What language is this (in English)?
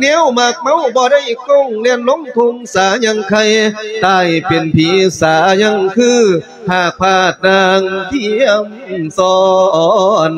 Lao